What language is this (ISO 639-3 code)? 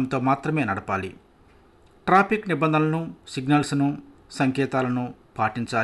tel